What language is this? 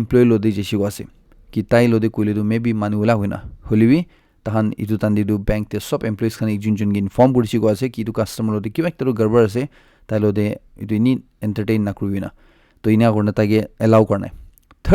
Naga Pidgin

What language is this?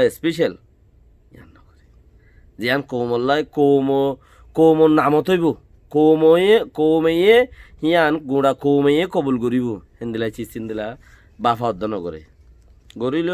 Rohingya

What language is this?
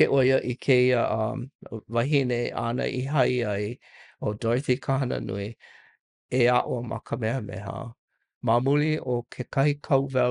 Hawaiian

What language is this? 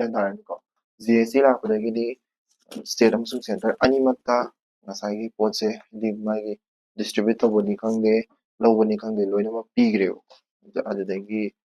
Manipuri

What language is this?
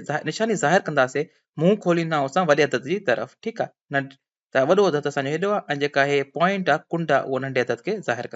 Sindhi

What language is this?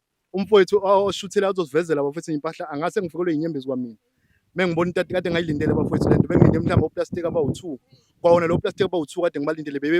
Zulu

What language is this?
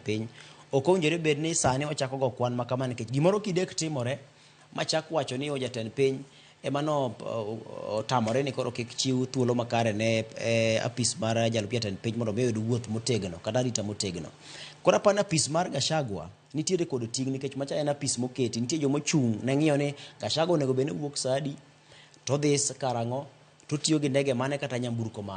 Luo (Kenya and Tanzania)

